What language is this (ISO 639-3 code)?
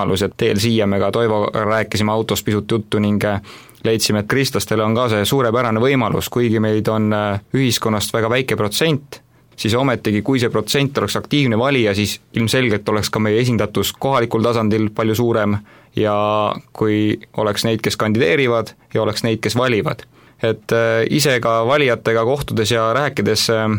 est